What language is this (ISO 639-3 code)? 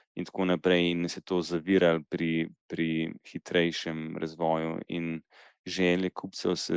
slv